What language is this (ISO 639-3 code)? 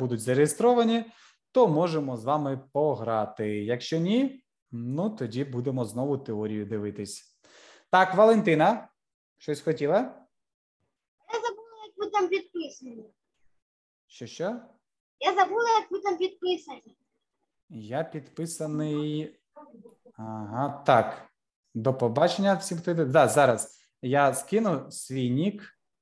ukr